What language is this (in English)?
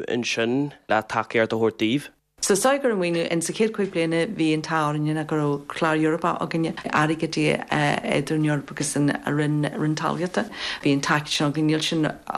Irish